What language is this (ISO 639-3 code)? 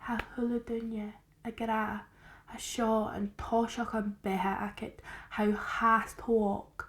gla